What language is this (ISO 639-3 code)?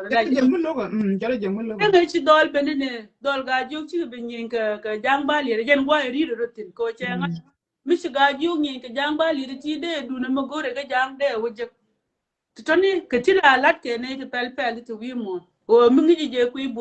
nus